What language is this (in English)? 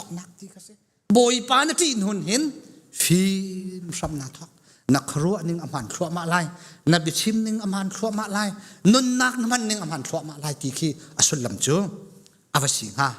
Hakha Chin